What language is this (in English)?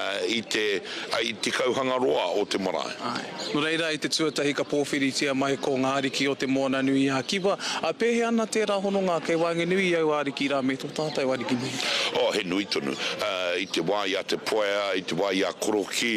Māori